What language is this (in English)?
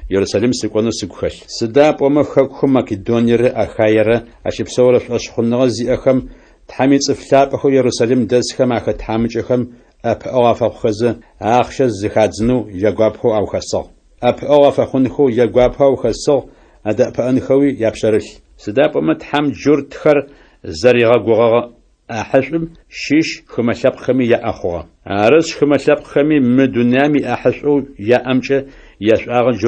Adyghe